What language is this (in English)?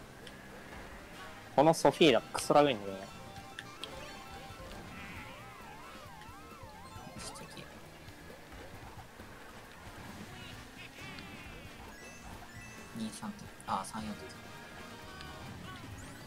Japanese